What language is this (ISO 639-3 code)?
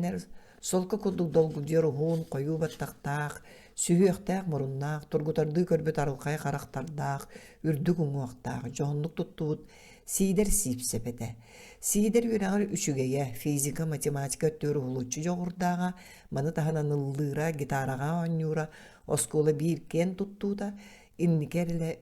sah